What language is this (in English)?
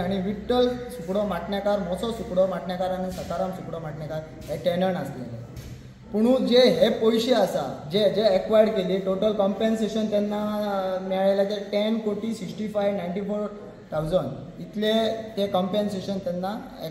Konkani